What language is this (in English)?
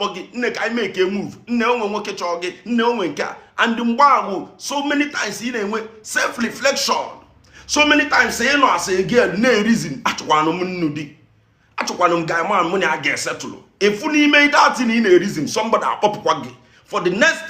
Igbo